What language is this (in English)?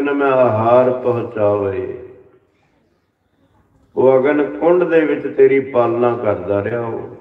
Punjabi